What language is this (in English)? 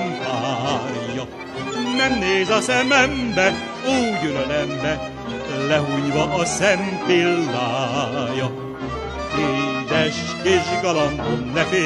Hungarian